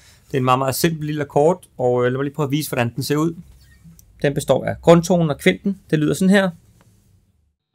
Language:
Danish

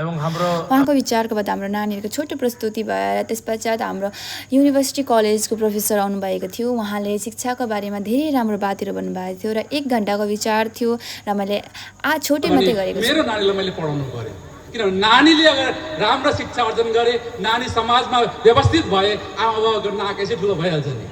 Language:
Nepali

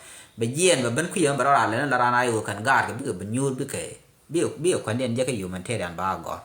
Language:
Nuer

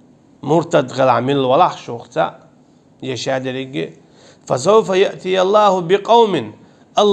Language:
Chechen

